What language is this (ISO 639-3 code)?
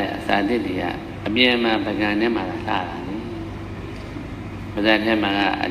mya